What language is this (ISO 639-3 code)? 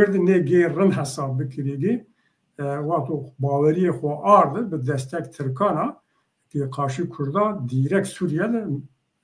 zza